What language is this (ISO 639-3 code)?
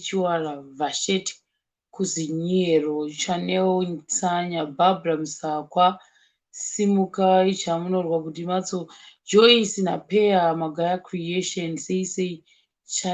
sna